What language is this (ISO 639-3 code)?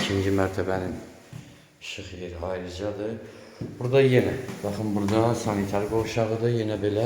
aze